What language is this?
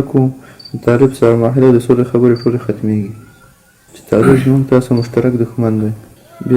Pashto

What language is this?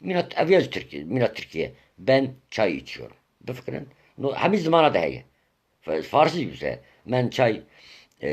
Kurdish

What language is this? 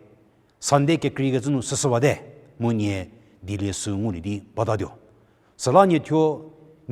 Angami Naga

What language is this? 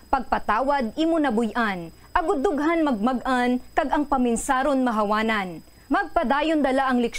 Hiligaynon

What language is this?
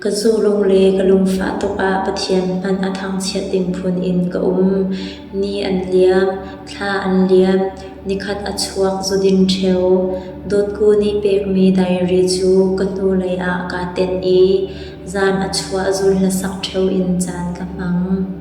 Hakha Chin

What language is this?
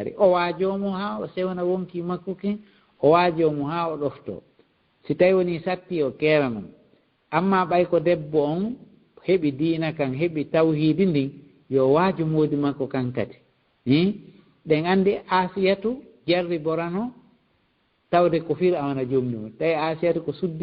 Fula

